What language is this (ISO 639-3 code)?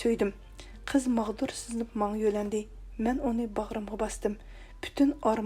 uig